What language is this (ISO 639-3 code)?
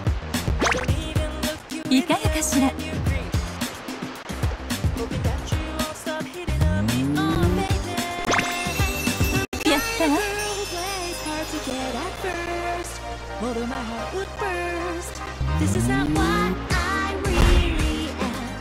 jpn